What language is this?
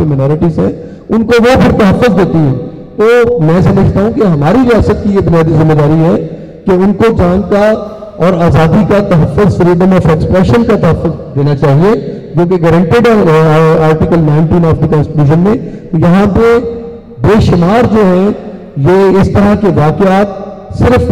Urdu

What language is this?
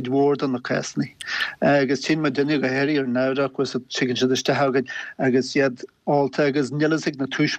Irish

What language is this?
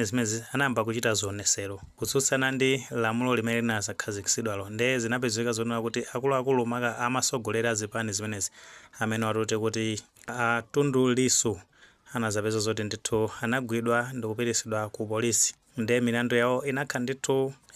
Nyanja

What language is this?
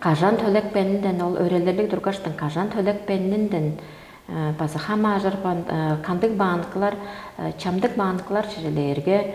Tuvinian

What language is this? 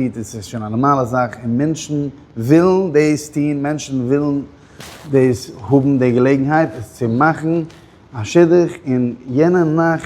Yiddish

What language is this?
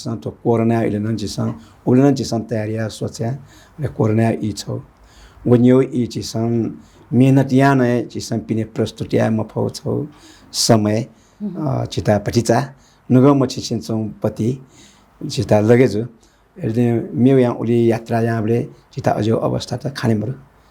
Newari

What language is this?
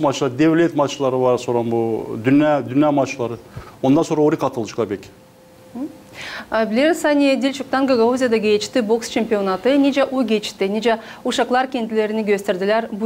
Gagauz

